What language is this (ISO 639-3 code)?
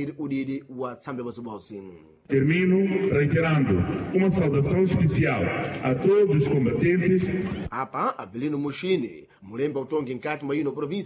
seh